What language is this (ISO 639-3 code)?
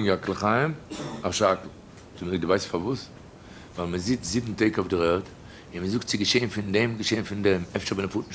yid